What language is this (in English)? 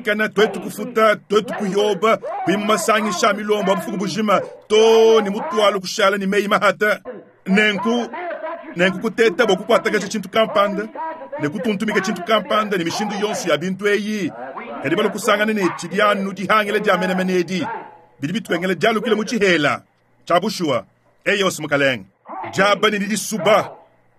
Luba-Lulua